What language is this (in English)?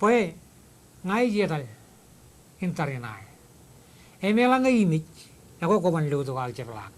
Marshallese